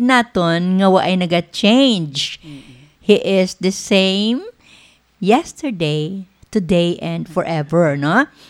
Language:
Hiligaynon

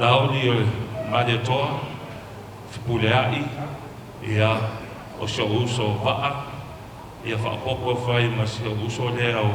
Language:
Samoan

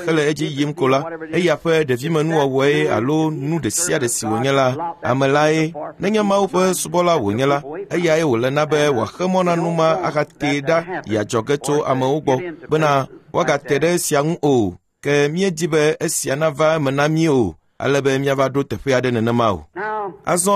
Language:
Ewe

